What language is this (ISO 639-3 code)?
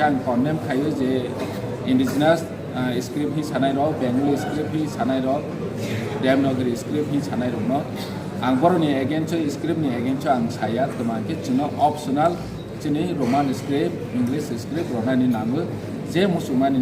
trp